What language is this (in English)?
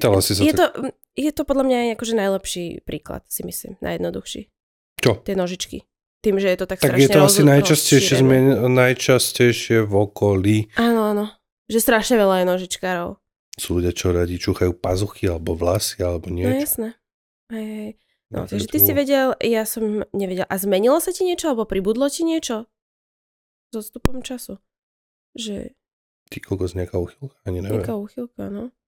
Slovak